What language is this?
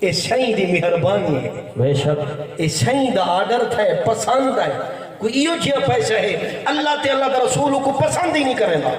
Saraiki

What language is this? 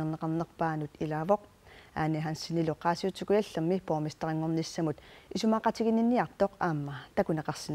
Kalaallisut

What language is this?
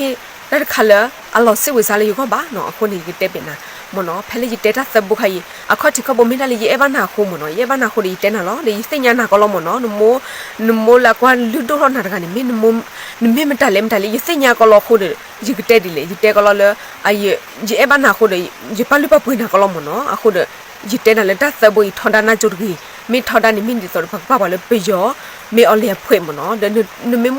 S'gaw Karen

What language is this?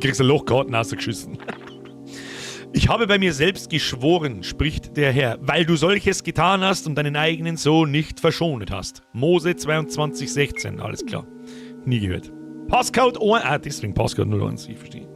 Bavarian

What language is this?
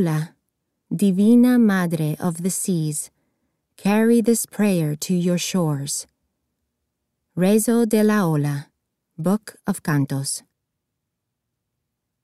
English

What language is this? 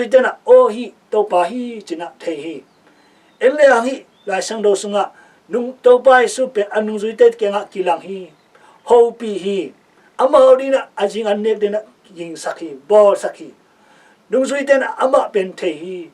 Tedim Chin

